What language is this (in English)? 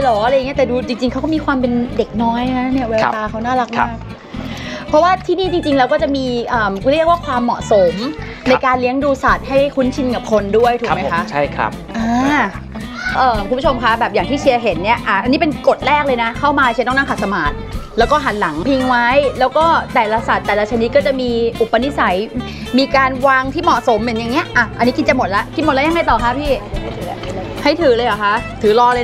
Thai